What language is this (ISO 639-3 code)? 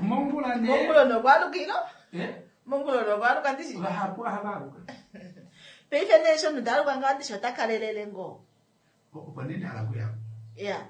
kua